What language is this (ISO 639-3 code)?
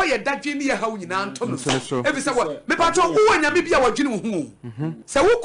aka